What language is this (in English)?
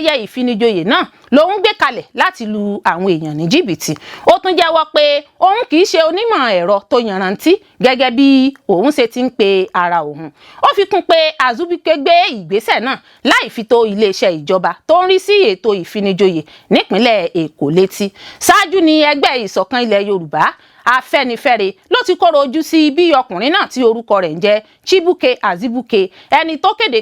Yoruba